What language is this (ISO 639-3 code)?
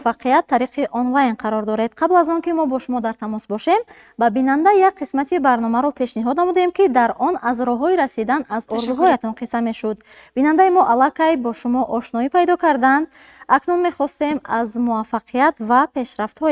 tgk